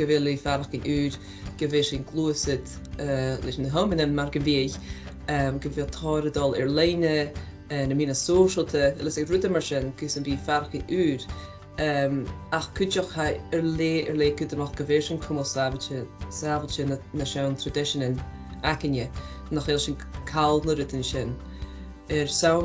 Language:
Scottish Gaelic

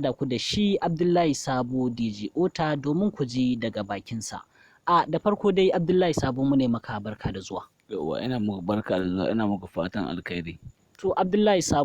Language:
Hausa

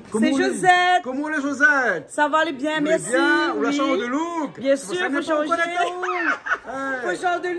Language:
Réunion Creole French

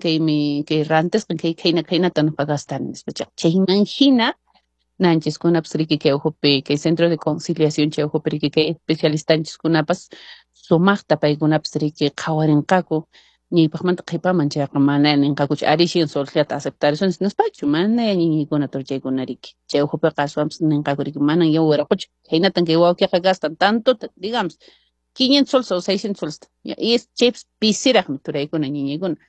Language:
Quechua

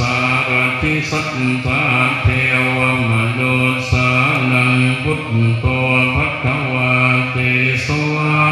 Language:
Pali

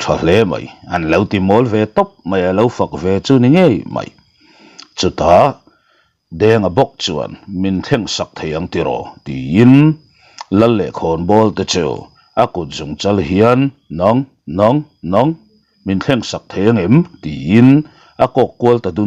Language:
Mizo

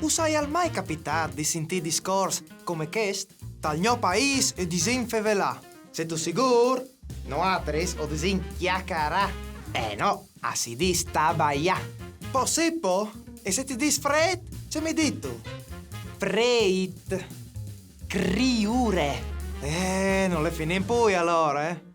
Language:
Friulian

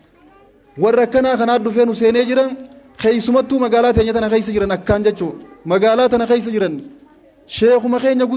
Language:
Oromo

